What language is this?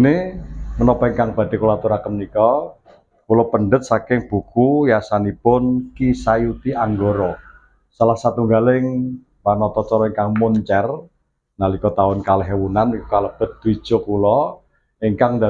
Javanese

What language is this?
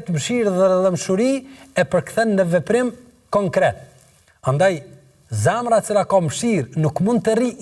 Albanian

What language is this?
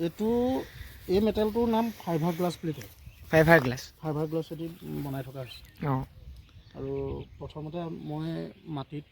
Assamese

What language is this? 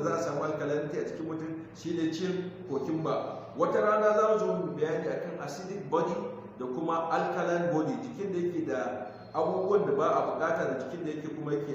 Hausa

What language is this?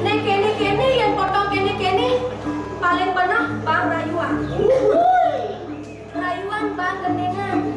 Balinese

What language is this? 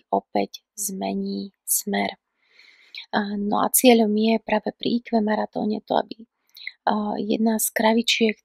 Slovak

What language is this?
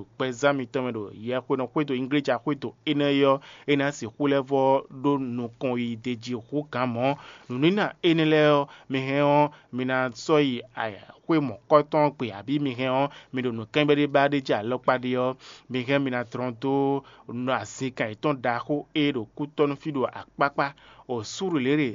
Fon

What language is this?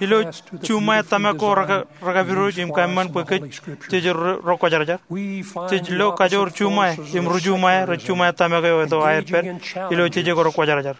Marshallese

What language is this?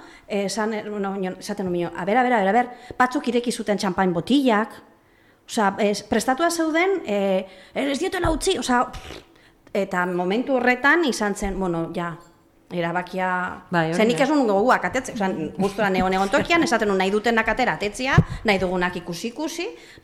Basque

